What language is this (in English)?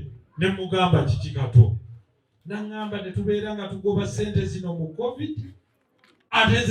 Ganda